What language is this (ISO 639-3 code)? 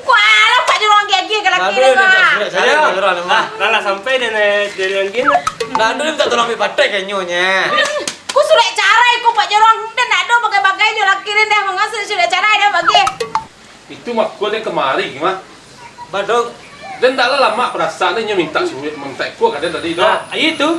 min